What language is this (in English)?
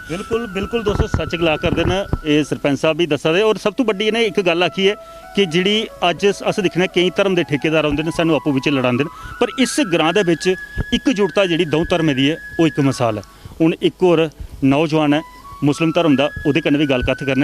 Dogri